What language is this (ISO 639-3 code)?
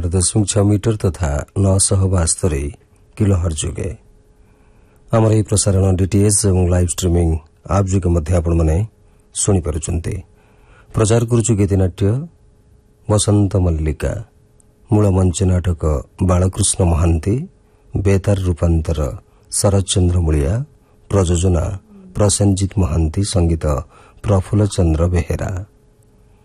ori